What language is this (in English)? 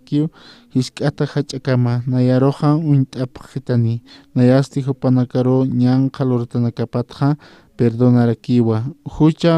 Aymara